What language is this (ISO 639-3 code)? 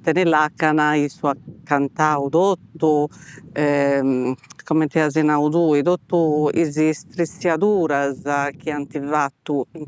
srd